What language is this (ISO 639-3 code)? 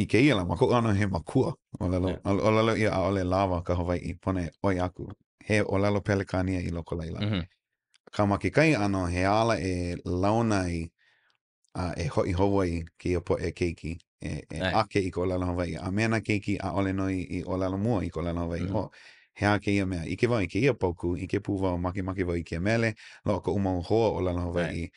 haw